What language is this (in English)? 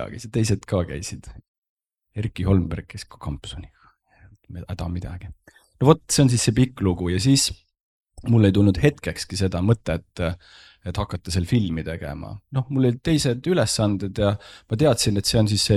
Estonian